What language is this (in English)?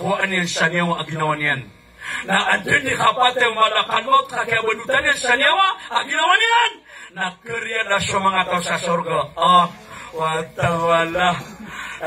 Maranao